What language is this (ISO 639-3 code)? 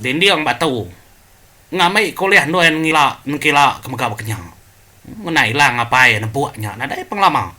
iba